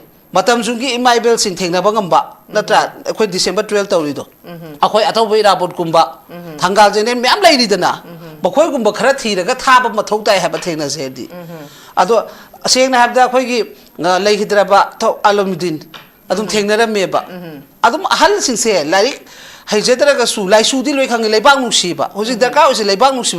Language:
Manipuri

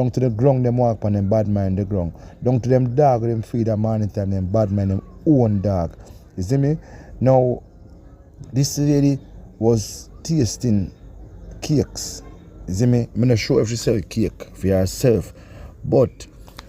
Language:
Jamaican Creole English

